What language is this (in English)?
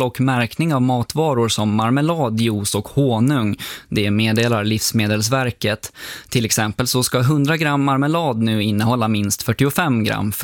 Swedish